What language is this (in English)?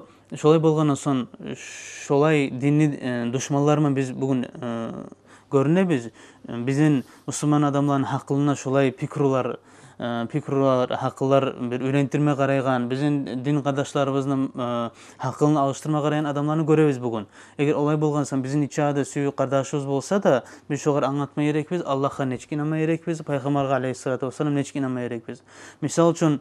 Kumyk